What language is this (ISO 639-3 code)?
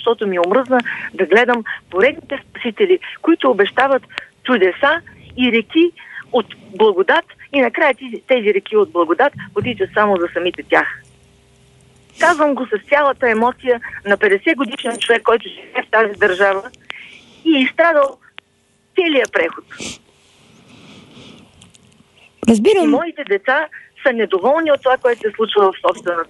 bul